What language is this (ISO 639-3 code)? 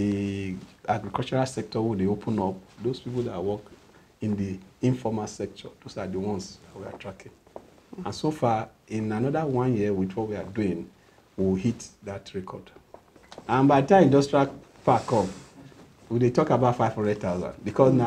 pcm